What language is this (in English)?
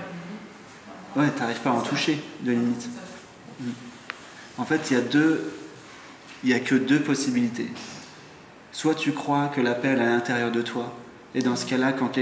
French